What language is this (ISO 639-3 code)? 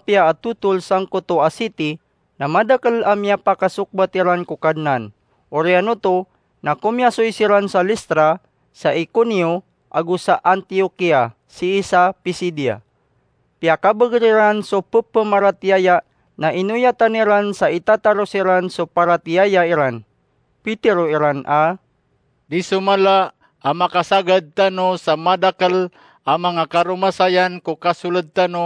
mrw